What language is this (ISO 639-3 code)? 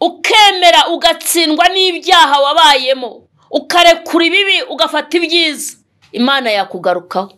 kin